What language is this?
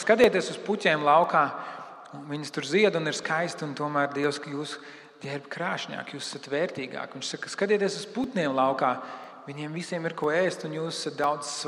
Latvian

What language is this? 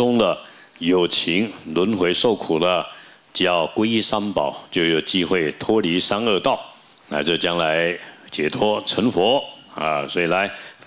Chinese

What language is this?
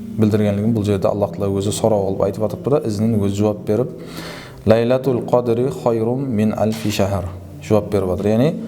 Kara-Kalpak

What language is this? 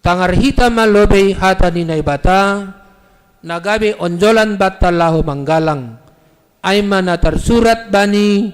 Batak Simalungun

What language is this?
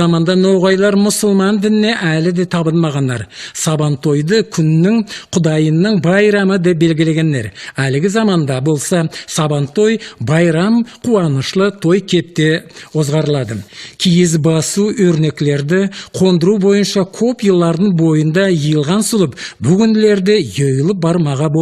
Nogai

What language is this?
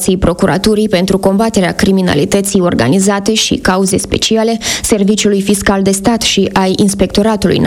Romanian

